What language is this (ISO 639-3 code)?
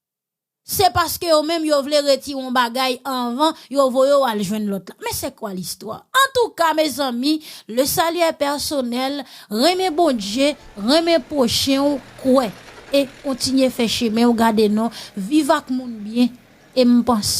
hat